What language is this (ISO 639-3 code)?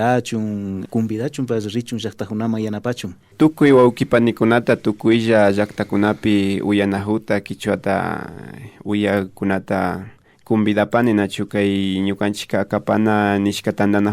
qvi